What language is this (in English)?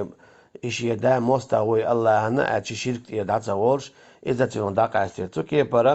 Chechen